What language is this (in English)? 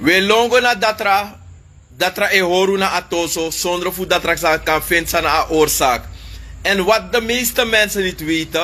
Sranan Tongo